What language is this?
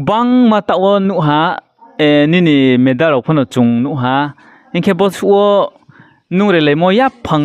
Riang (India)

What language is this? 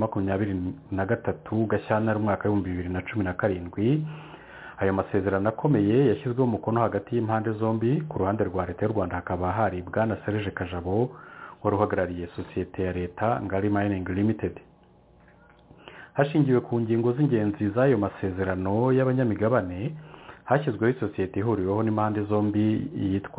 Kinyarwanda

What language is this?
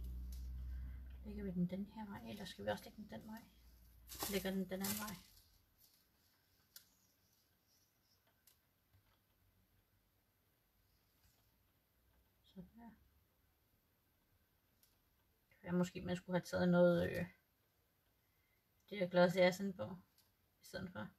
Danish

